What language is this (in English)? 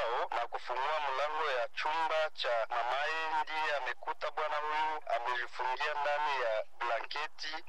Swahili